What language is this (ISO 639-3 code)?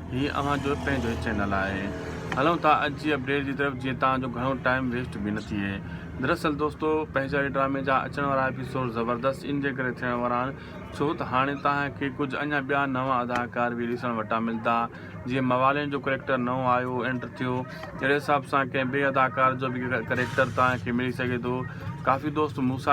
snd